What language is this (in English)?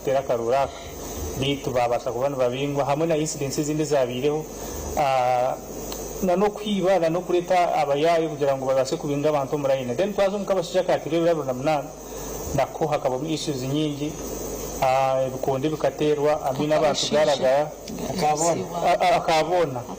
Nyankole